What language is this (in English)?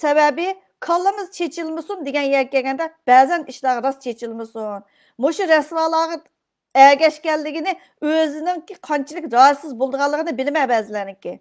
Uyghur